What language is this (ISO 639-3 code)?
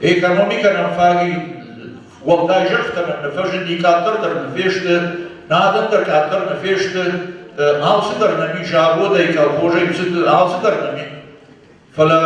oss